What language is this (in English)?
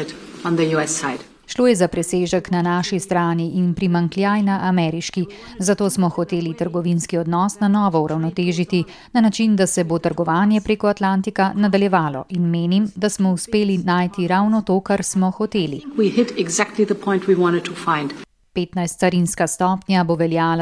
Slovenian